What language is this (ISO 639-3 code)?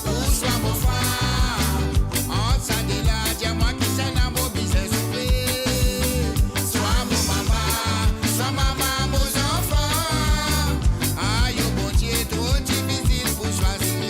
mfe